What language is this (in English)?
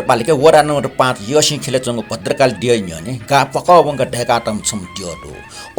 Newari